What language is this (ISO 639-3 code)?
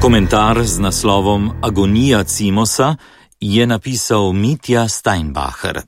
slv